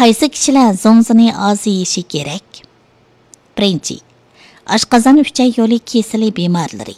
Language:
Uyghur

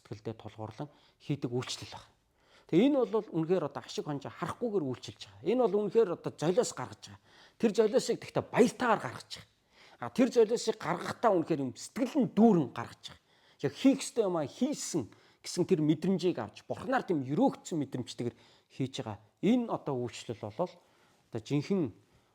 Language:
Mongolian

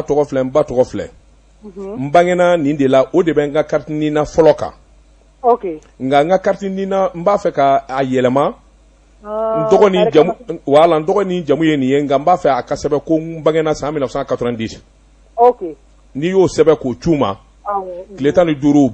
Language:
Bambara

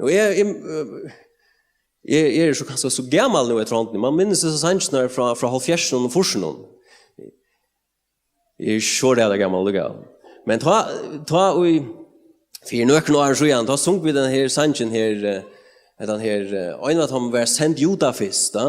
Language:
Faroese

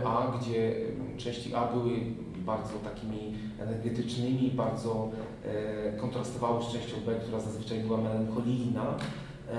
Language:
Polish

